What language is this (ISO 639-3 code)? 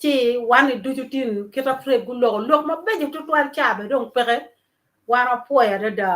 ach